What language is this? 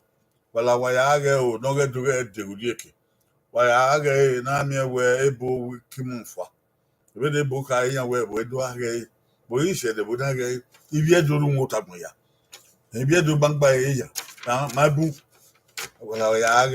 Bini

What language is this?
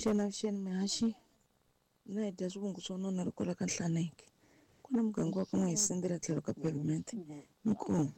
Tsonga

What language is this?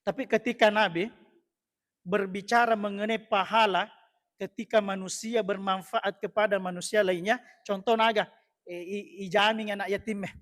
Buginese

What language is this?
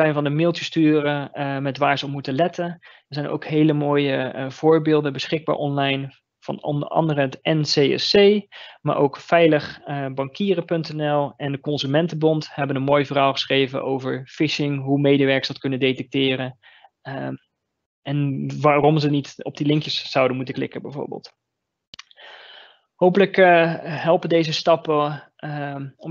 Dutch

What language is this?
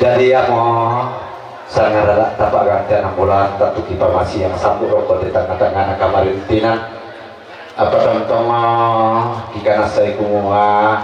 Toraja-Sa'dan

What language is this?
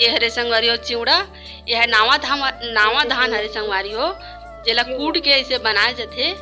Chhattisgarhi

